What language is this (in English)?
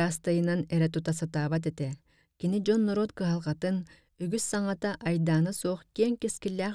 Yakut